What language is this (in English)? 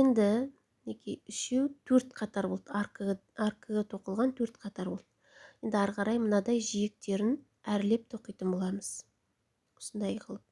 Kazakh